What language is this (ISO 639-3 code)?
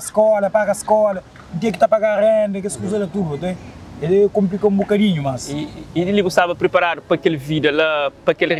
kea